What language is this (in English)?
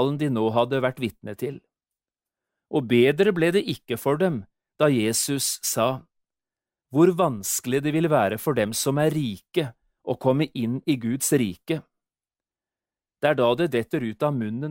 Norwegian